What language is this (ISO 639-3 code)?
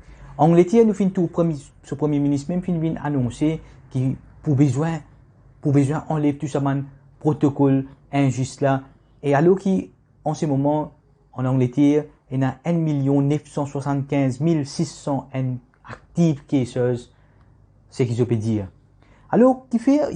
mfe